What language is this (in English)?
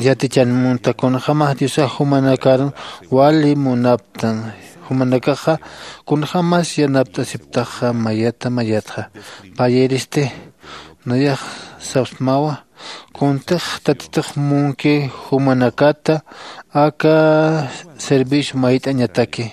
Aymara